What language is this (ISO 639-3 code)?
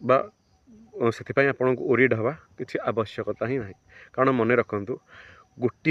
ori